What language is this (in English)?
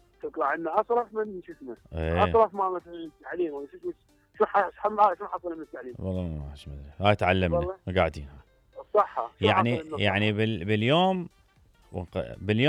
Mesopotamian Arabic